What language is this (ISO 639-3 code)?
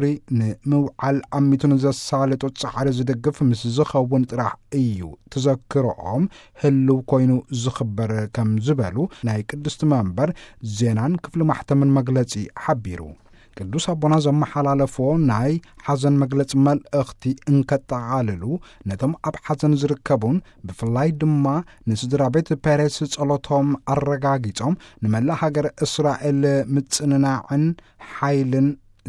tir